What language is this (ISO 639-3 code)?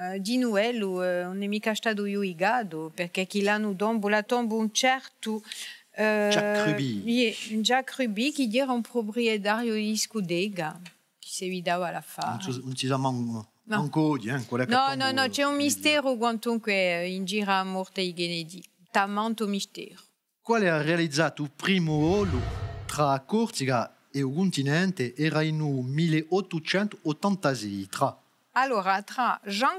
cos